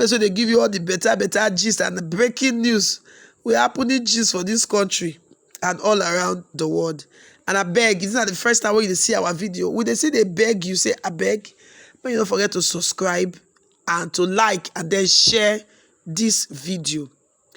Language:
Nigerian Pidgin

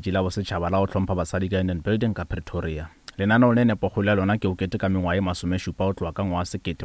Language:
Northern Sotho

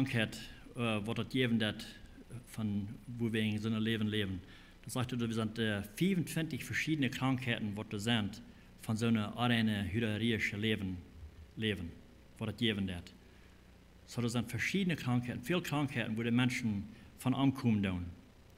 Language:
Plautdietsch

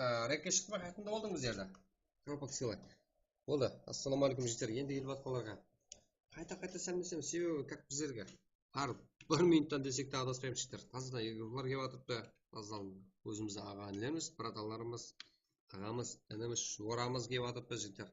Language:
Kara-Kalpak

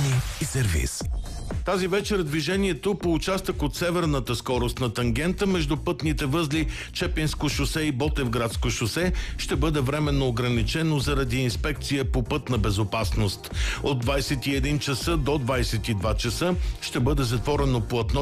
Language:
Bulgarian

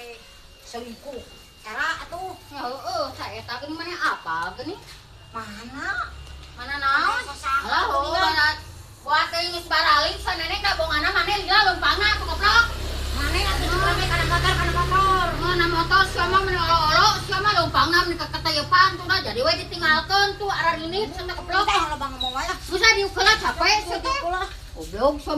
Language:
Sundanese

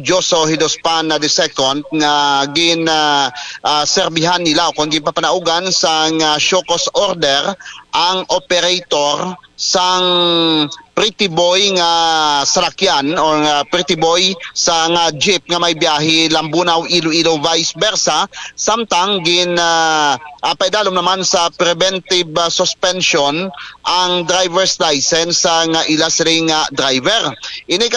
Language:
Hiligaynon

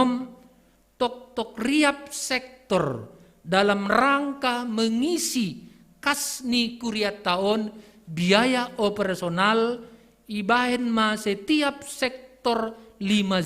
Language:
Batak Simalungun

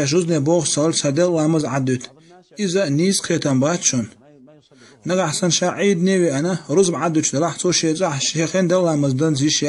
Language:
Chechen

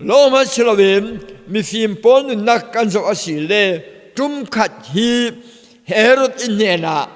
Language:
Falam Chin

